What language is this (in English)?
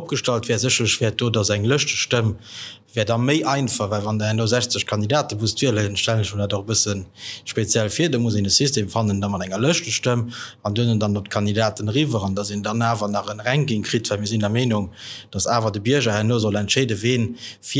Luxembourgish